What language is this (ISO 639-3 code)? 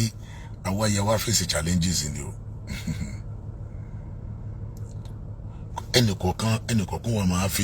yor